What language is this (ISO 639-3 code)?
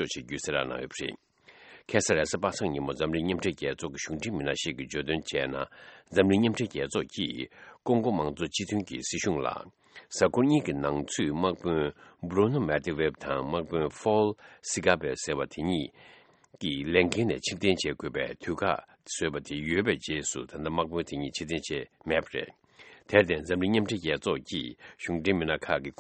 bod